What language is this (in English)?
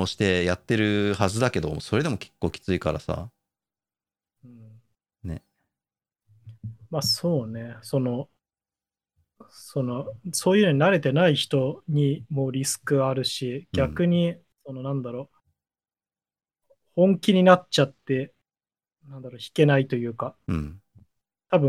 Japanese